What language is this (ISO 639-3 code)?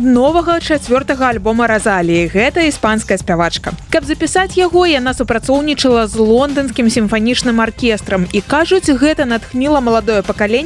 bel